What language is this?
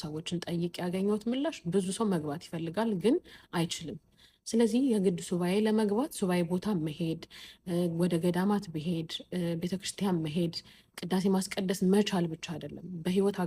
Amharic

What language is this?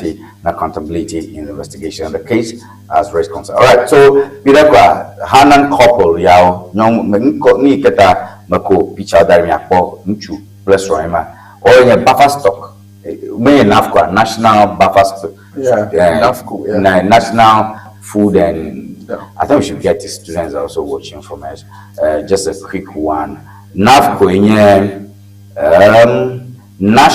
Ewe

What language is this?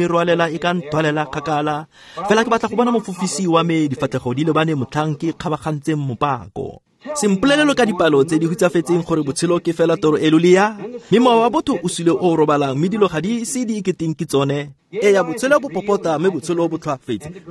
Tswana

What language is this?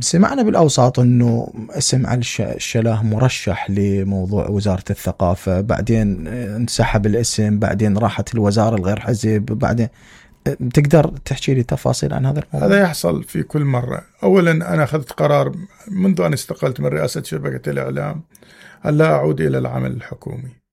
Mesopotamian Arabic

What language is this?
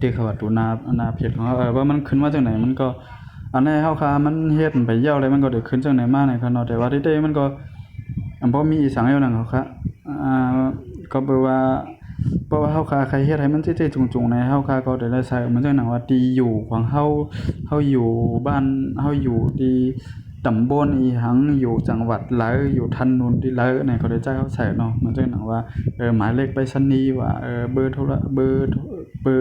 Shan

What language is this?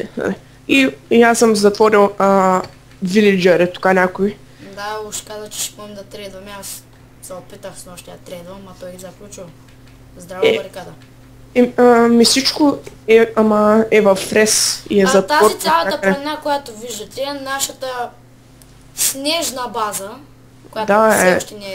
Bulgarian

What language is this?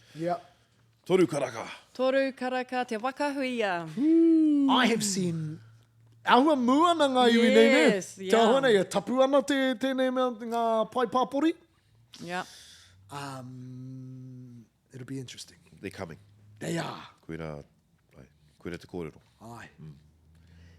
Māori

